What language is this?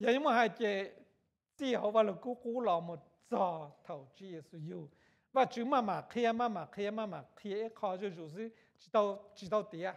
Hmong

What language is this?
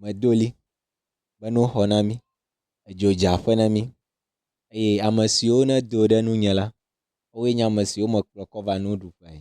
Ewe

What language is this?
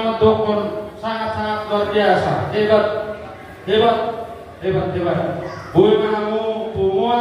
Batak Toba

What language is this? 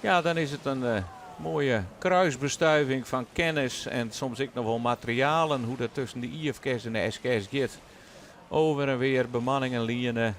Western Frisian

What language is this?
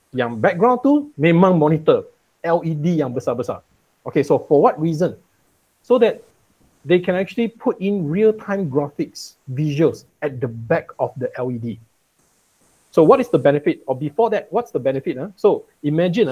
Malay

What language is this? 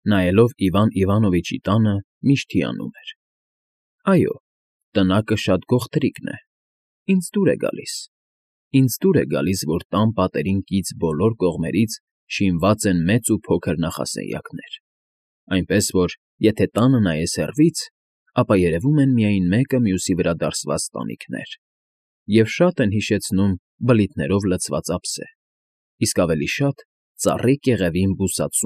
Armenian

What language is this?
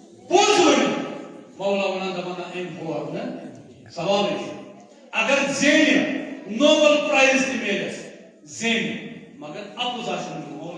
Kashmiri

